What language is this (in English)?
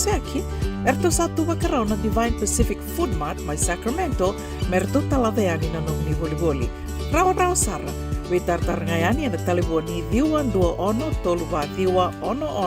Fijian